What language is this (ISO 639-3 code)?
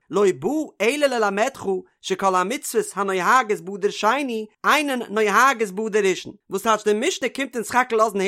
yid